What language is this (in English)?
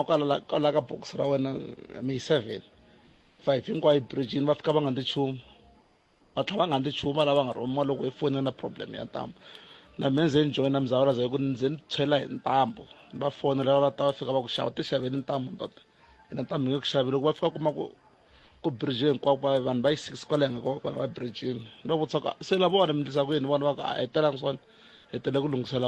Tsonga